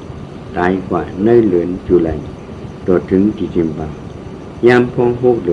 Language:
Shan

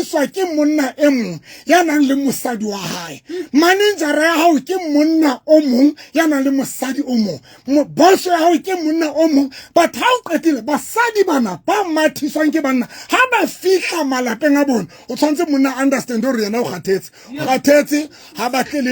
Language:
Southern Sotho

